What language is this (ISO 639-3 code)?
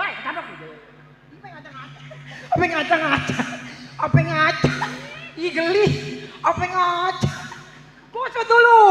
bew